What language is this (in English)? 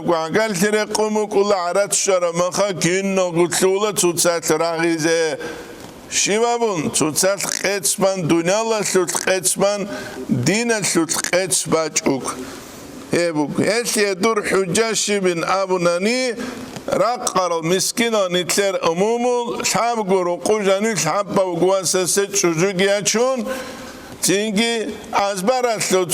Avaric